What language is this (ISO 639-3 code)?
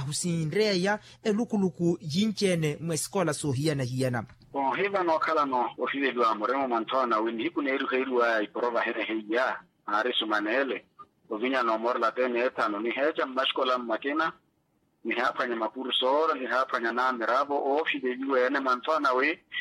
vmw